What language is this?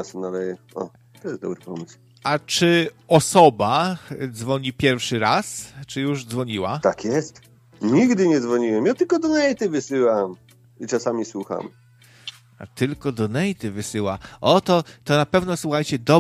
Polish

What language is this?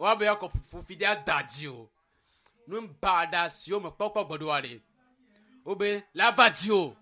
Ewe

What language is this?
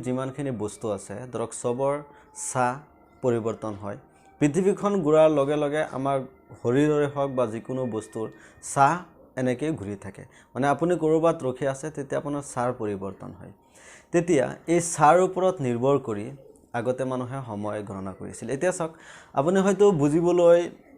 Assamese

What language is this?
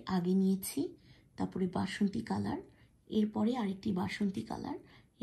Bangla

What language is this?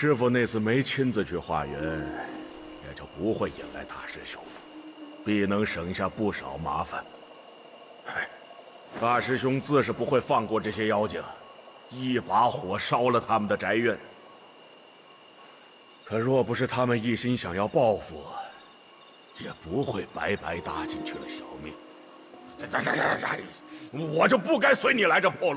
Chinese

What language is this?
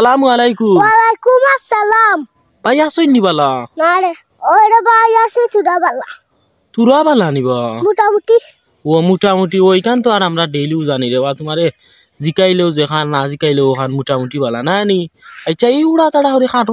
Sylheti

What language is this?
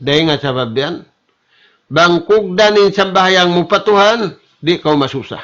Tausug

